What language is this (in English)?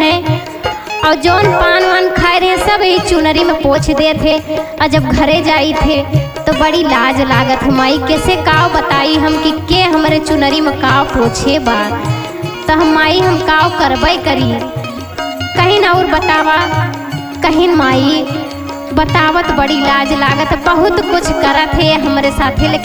Awadhi